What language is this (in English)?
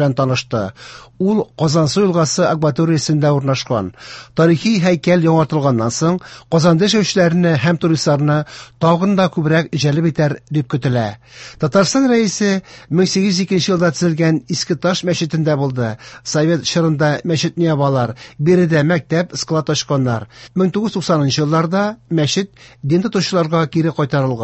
Tatar